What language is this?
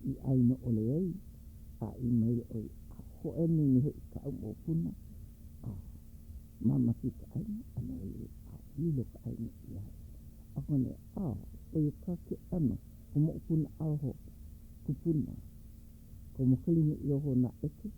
Hawaiian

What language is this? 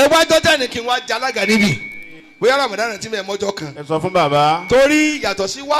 Yoruba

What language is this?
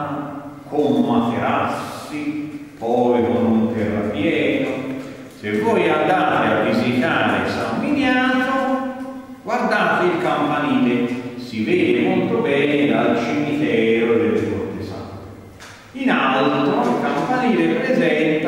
Italian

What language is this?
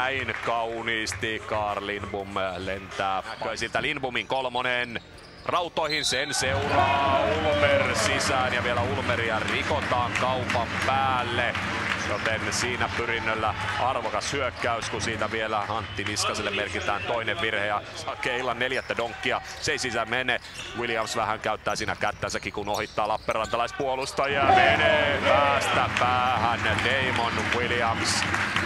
Finnish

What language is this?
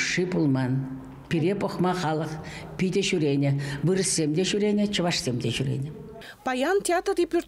Chuvash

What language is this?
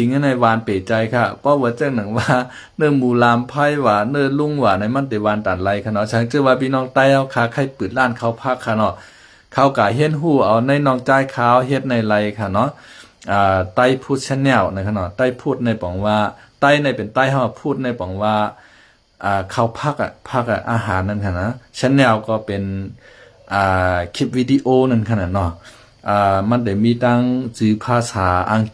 Shan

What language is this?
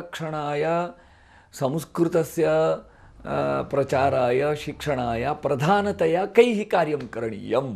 Sanskrit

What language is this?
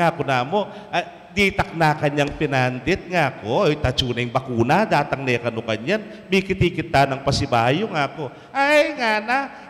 Pampanga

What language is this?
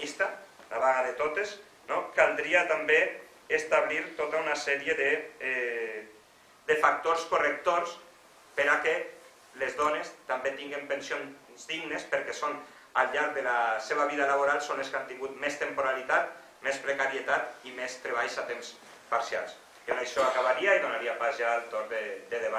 Catalan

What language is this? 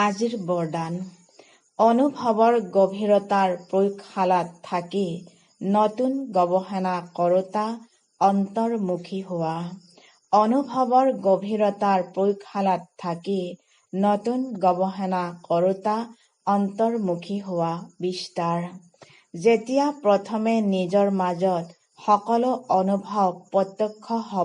Assamese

